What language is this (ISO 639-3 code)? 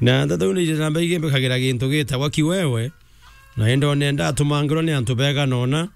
mer